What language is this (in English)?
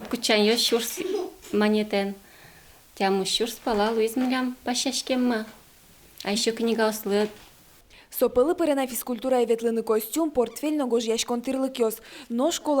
Udmurt